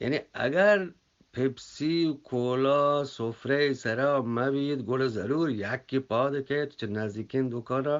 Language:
Eastern Balochi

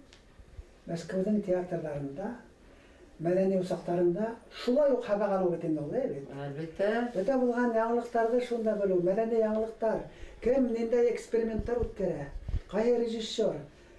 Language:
Bashkir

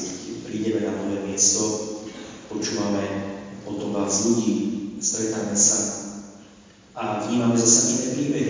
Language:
Slovak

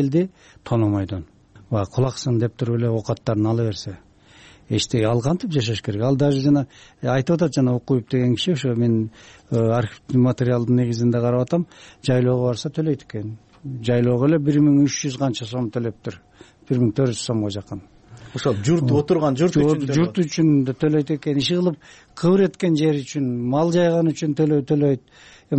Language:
Kyrgyz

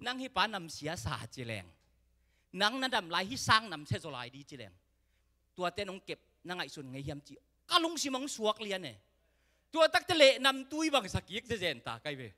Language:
Tedim Chin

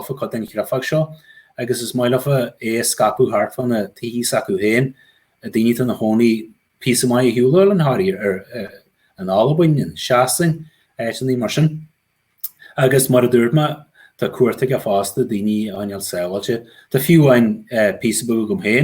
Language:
Irish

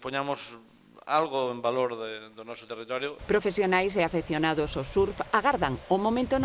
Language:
Galician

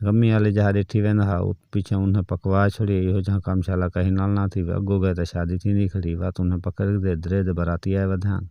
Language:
Saraiki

